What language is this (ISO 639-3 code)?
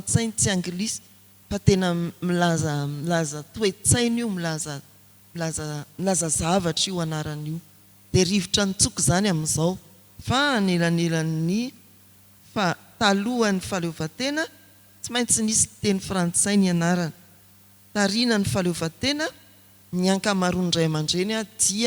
mlg